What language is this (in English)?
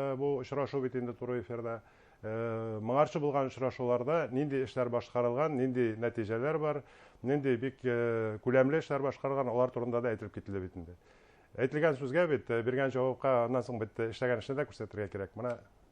Bashkir